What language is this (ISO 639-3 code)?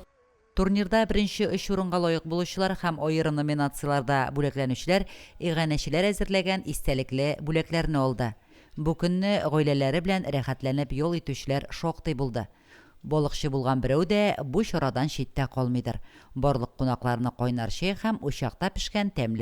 tat